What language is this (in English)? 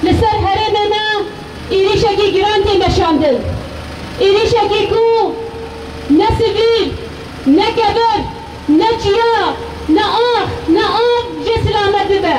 Kurdish